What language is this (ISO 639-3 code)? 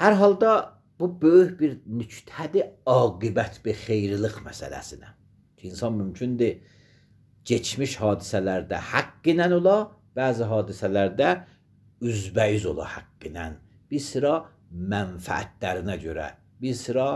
aze